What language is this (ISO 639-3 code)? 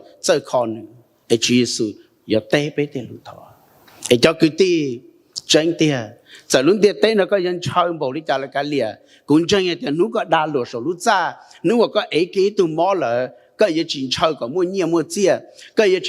hmn